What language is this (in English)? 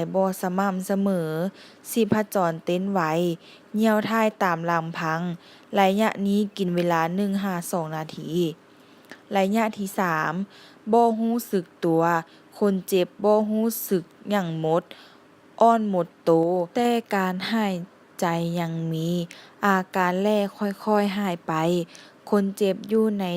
Lao